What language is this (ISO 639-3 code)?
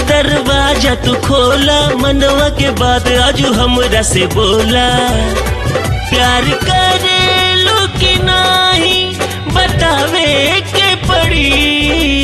bho